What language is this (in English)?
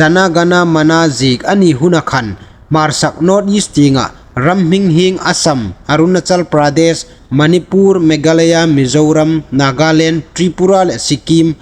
Hmar